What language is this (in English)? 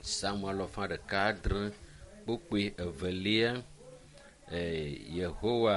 Ewe